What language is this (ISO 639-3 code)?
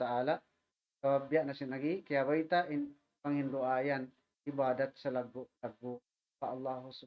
tsg